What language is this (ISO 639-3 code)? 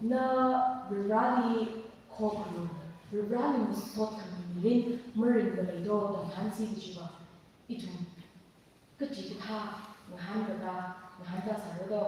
nmf